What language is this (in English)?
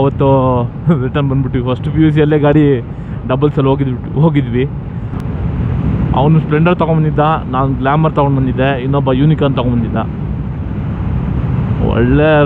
Kannada